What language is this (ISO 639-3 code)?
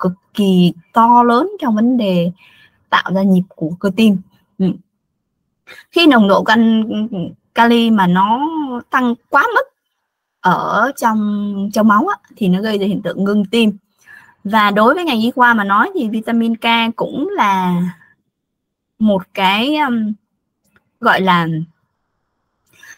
vie